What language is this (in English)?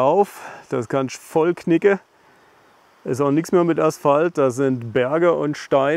German